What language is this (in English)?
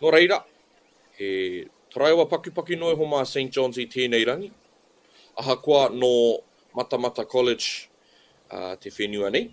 Māori